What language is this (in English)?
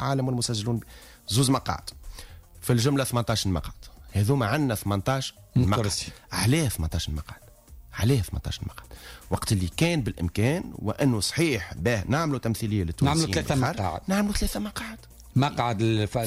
Tunisian Arabic